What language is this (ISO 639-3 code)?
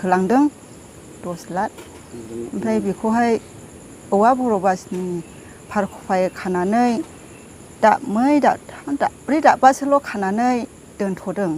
brx